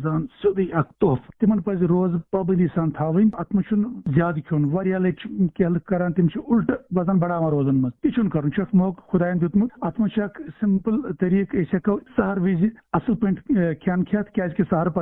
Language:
Kashmiri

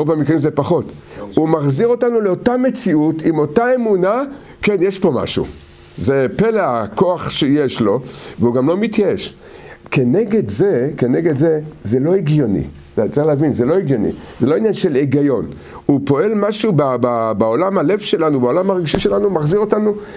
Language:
Hebrew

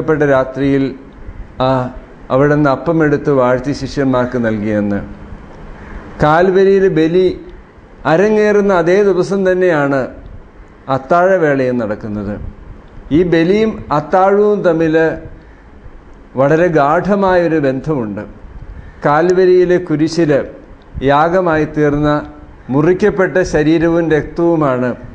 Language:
Malayalam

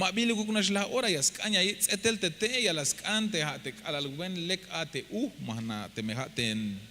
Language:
Tzeltal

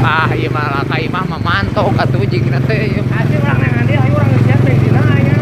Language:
Sundanese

